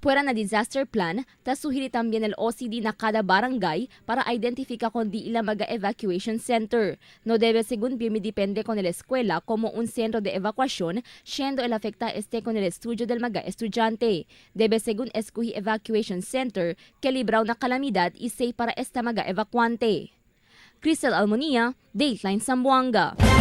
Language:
Chavacano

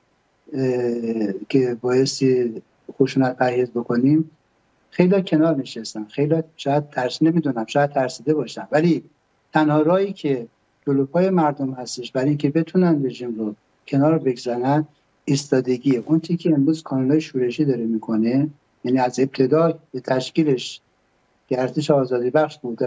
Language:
Persian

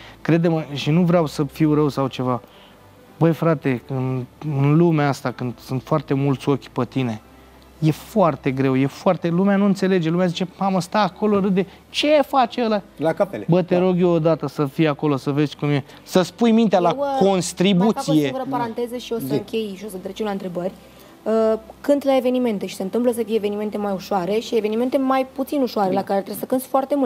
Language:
Romanian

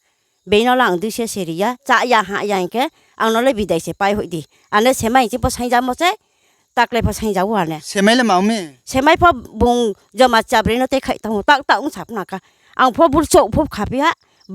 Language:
Riang (India)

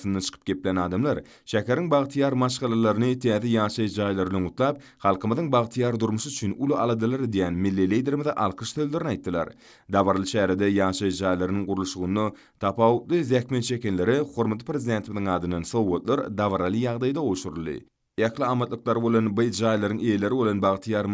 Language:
Turkmen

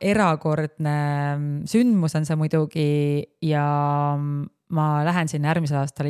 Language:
Estonian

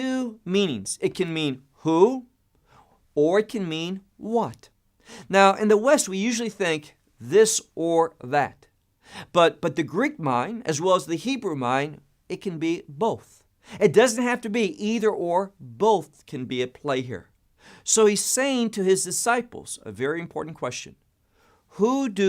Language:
English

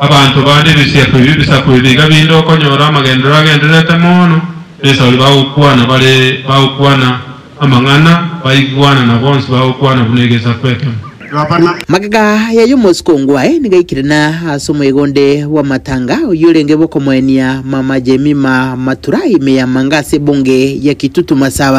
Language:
Gusii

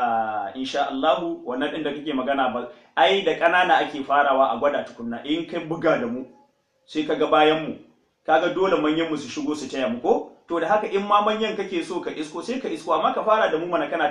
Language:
Hausa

